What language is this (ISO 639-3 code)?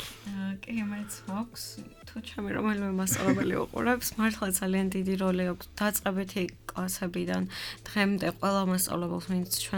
kat